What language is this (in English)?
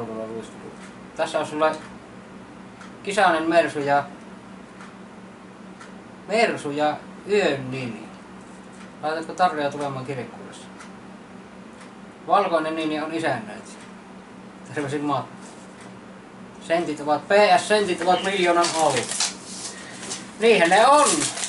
Finnish